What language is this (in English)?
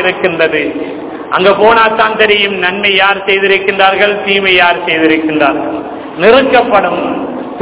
Tamil